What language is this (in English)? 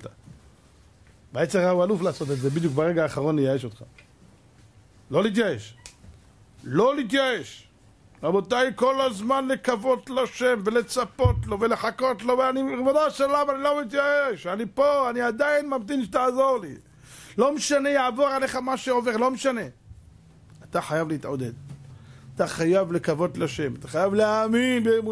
Hebrew